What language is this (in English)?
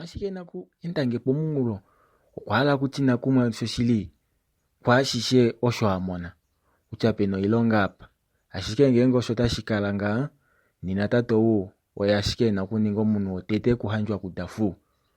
Kuanyama